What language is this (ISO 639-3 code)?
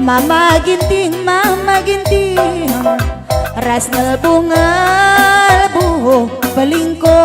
btx